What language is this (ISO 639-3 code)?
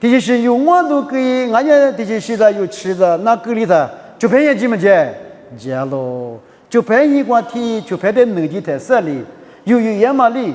lis